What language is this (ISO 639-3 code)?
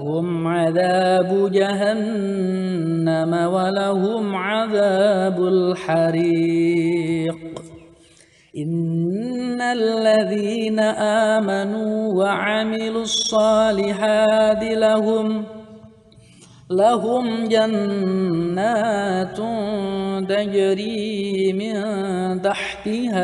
ara